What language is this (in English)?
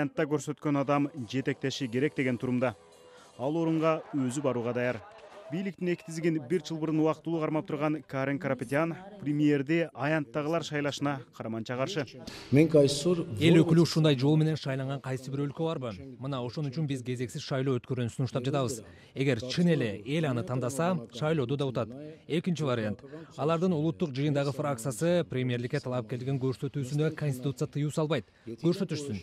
Kyrgyz